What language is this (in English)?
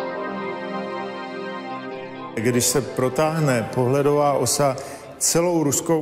Czech